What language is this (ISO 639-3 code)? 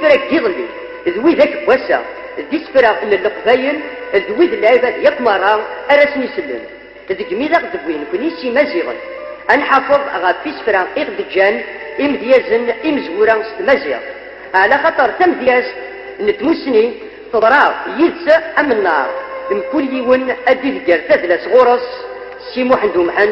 kab